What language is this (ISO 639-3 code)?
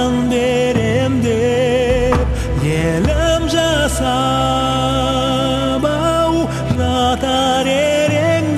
kaz